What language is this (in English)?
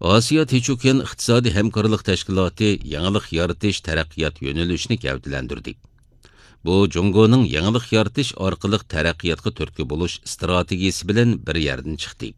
Uyghur